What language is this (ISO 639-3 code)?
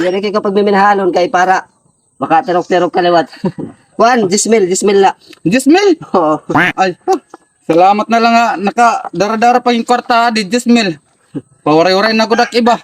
war